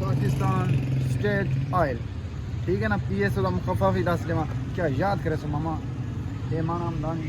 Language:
Saraiki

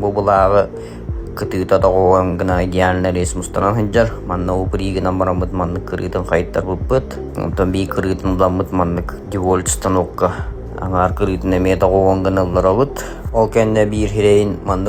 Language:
Yakut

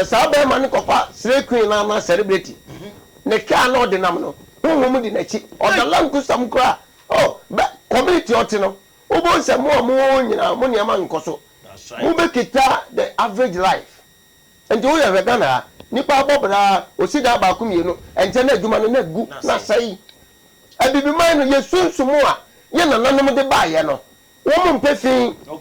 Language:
Akan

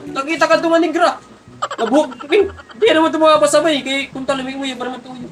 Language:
Waray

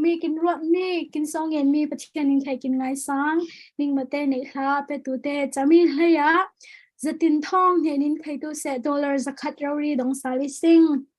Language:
Falam Chin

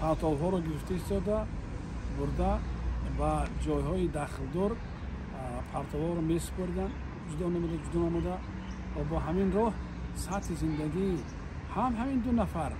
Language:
Tajik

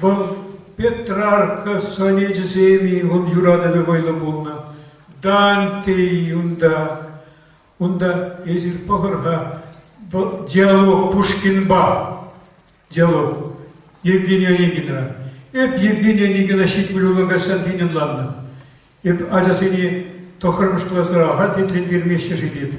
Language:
Chuvash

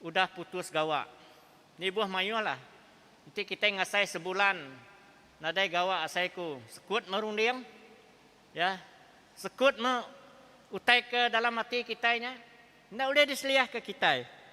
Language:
Iban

